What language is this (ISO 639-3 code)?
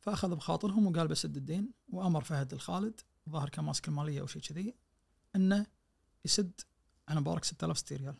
ars